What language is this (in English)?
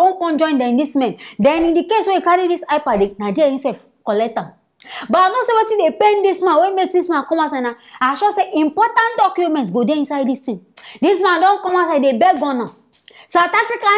Nigerian Pidgin